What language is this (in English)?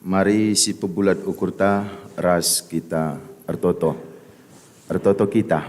Batak Karo